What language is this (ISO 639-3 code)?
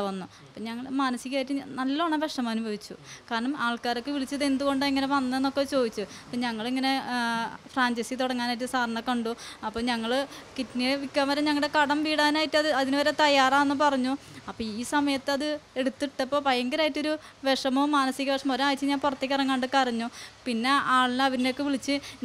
mal